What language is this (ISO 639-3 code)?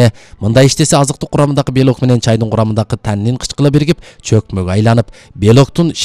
kir